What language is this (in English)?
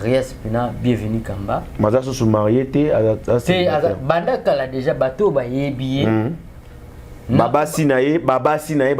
Lingala